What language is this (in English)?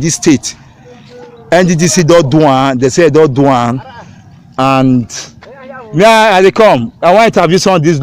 Nigerian Pidgin